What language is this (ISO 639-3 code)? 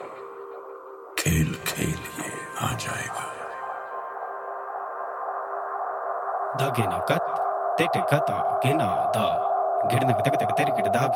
hin